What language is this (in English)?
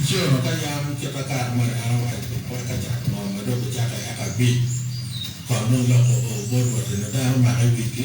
Acoli